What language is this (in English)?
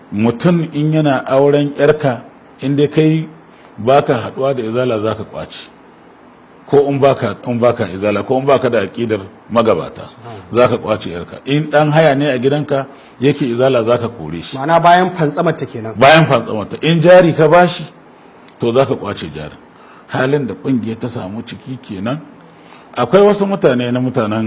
Hausa